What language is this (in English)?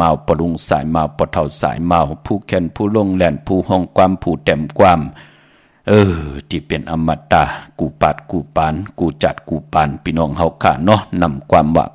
Shan